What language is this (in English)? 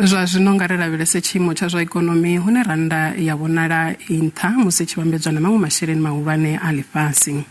Venda